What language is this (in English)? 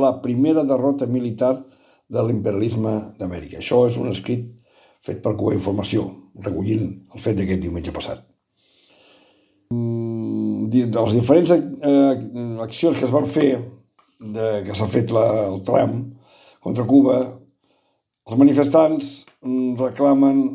Catalan